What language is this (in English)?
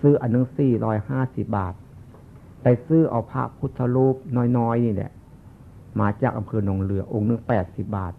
Northeastern Thai